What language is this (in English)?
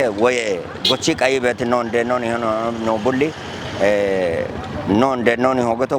Kafa